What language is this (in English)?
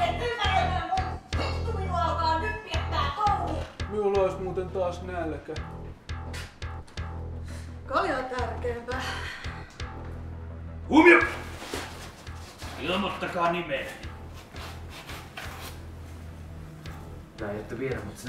Finnish